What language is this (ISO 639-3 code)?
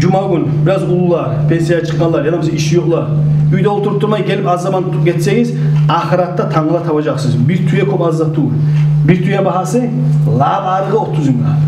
kum